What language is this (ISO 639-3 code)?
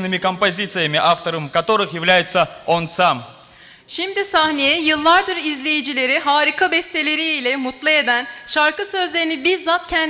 inh